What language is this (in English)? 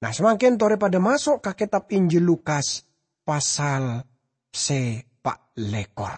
Madurese